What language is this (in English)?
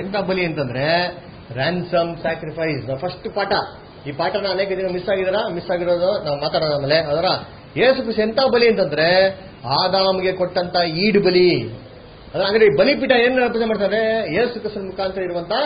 Kannada